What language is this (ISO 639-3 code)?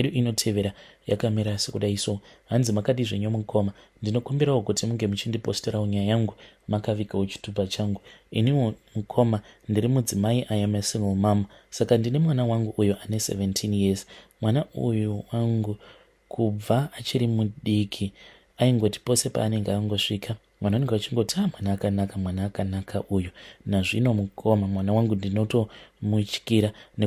sna